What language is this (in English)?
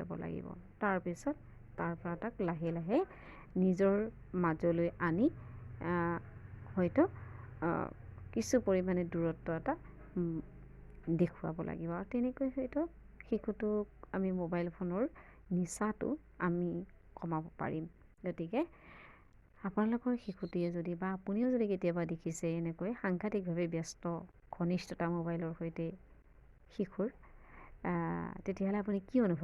Assamese